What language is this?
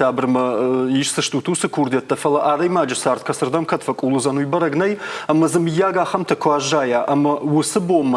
Ossetic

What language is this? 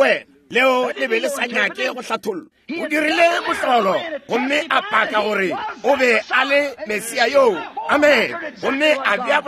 Northern Sotho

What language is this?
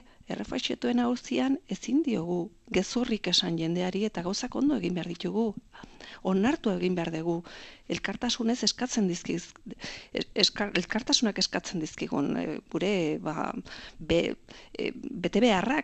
Basque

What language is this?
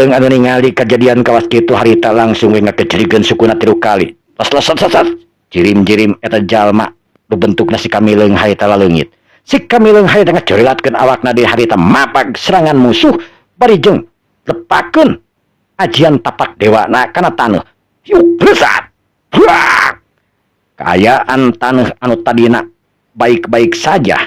Sundanese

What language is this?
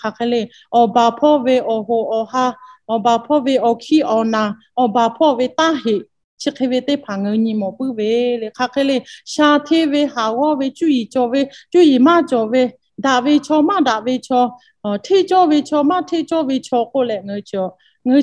Lahu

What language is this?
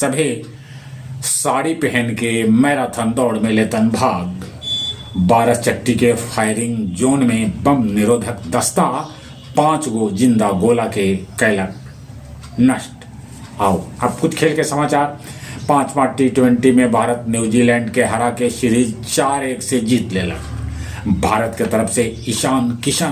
Magahi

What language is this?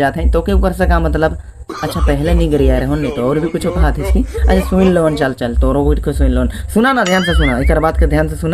Sadri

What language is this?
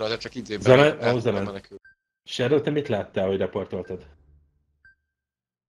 Hungarian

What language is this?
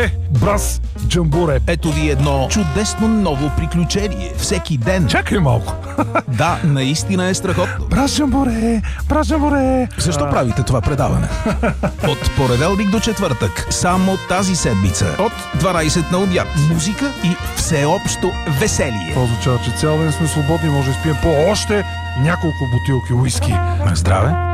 Bulgarian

